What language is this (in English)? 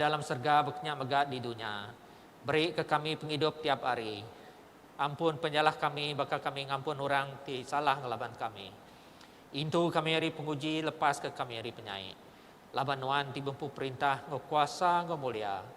Iban